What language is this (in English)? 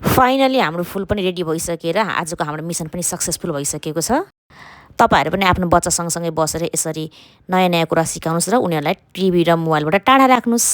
Nepali